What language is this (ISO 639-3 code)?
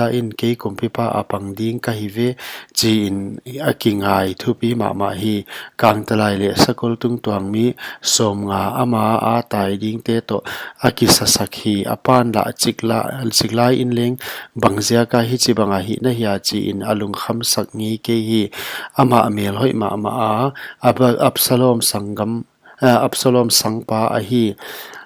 pck